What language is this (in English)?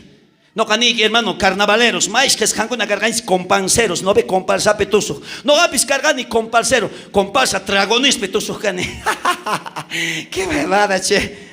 South Bolivian Quechua